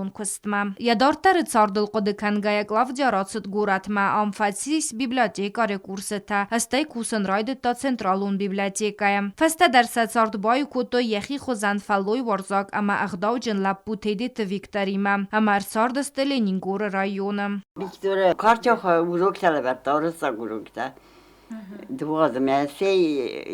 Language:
Ossetic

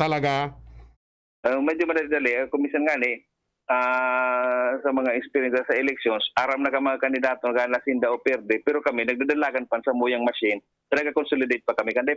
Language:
Bikol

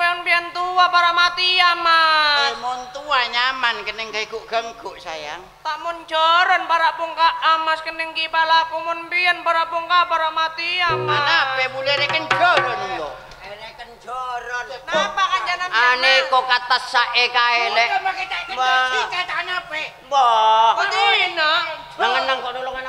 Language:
Madurese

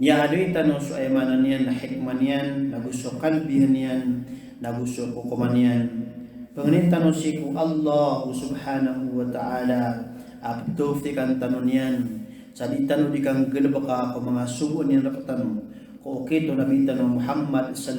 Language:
Maranao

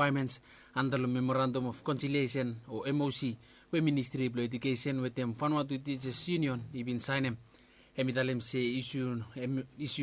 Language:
Bislama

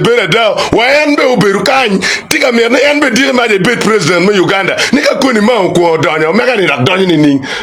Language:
Acoli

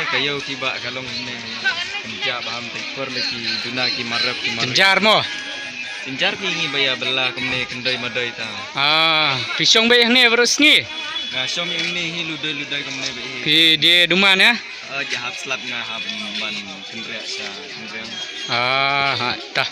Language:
Khasi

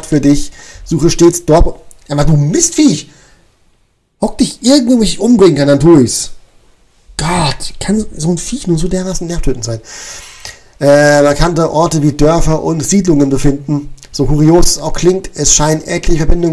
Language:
German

